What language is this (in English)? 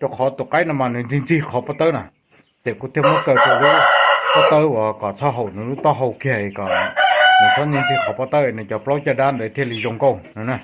Hmong